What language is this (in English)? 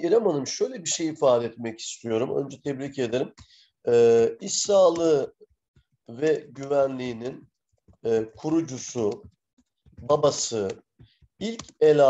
Turkish